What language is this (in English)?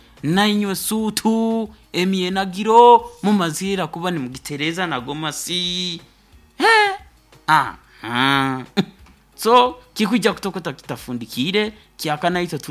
Nyoro